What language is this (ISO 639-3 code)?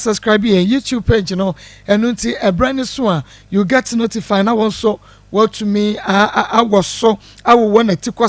aka